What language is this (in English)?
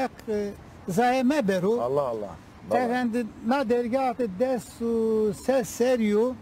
Zaza